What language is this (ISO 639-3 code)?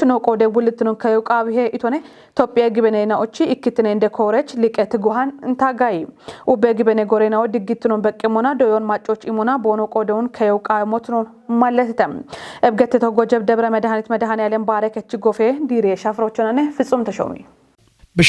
kbr